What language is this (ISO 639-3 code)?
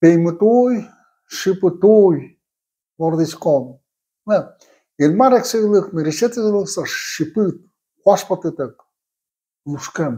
udm